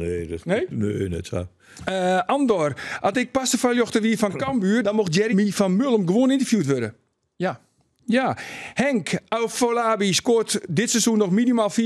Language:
Western Frisian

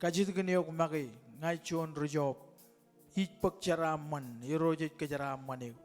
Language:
Marshallese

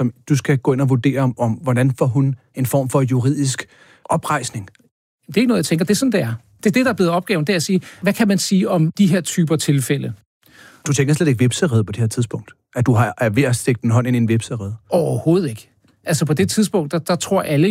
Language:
Danish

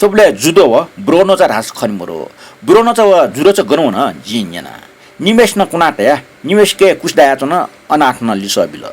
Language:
Newari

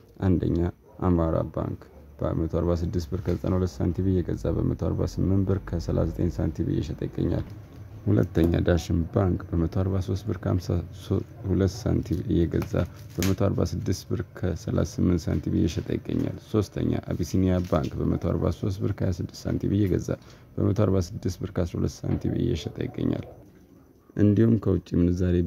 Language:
Amharic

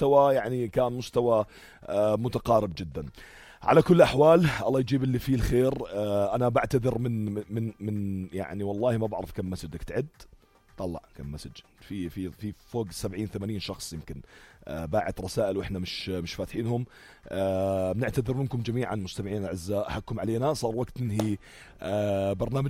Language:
North Levantine Arabic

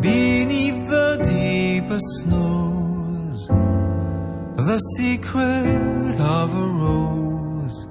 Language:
Polish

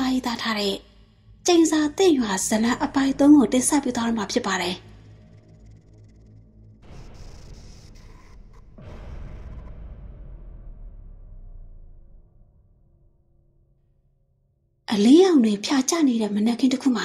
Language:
Burmese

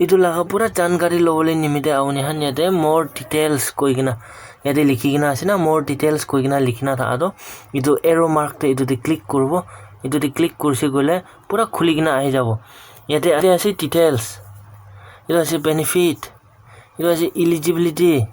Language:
Naga Pidgin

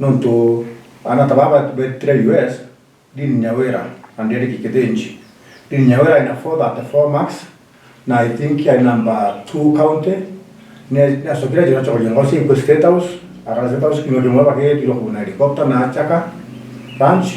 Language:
Meru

